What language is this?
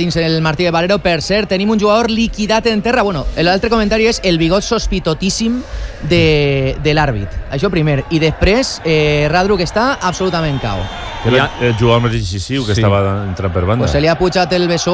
Catalan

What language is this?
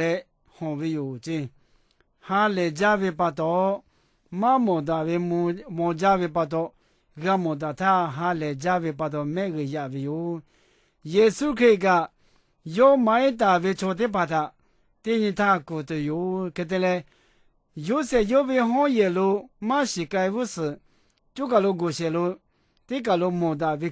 Lahu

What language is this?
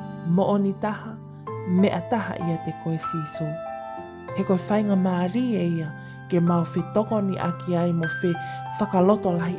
Tongan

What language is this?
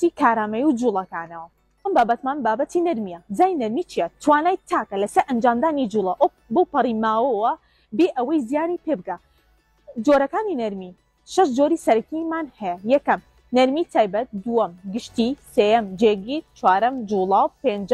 Central Kurdish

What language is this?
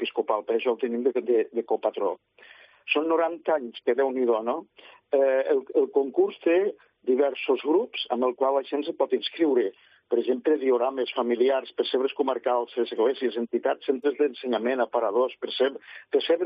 Catalan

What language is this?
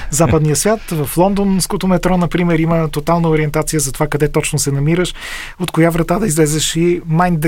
Bulgarian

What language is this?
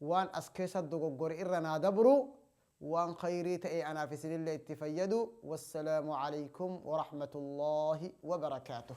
Oromo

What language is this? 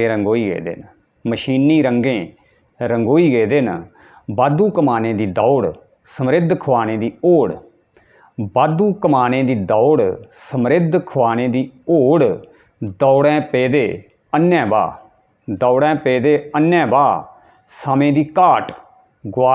Dogri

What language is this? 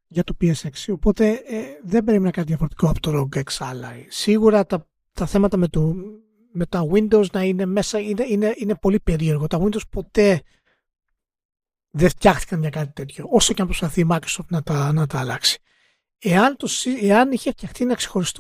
Greek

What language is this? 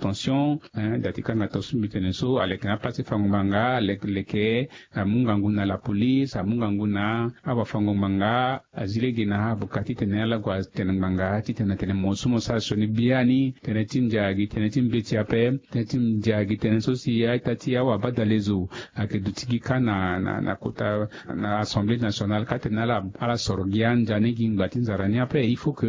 Sango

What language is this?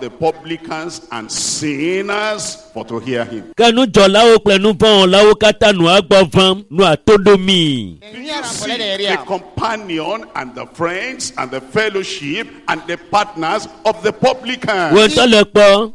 Ewe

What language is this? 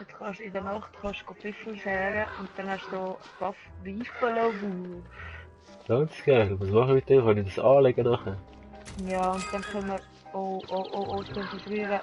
Swiss German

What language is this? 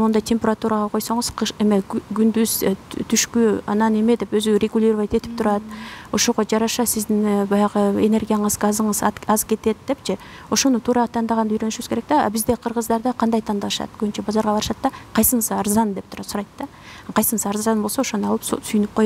Kyrgyz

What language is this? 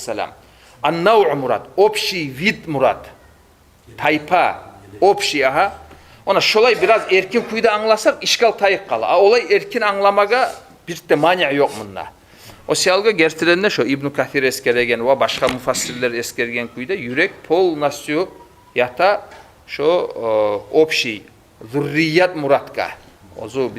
Kumyk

